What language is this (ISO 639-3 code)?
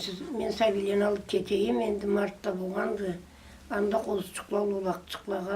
krc